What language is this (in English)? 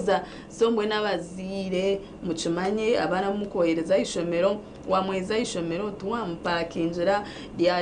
Nyankole